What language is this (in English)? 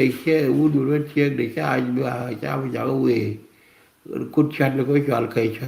Nuer